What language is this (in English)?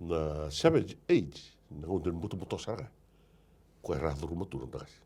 Fijian